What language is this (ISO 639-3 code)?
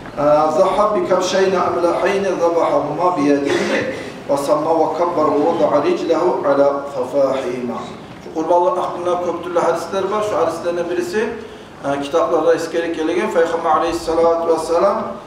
kum